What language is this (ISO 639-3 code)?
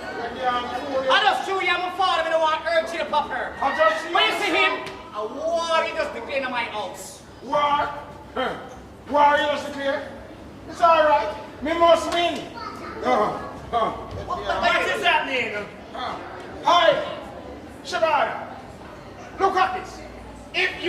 jam